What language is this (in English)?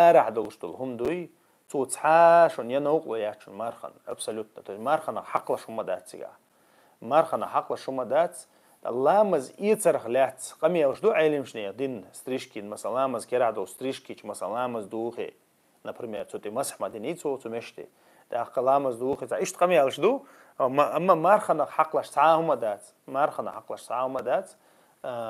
Chechen